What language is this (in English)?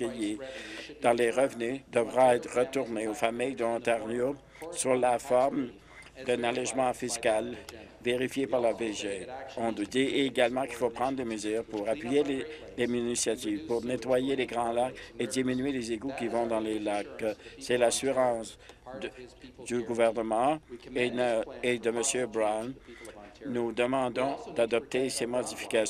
French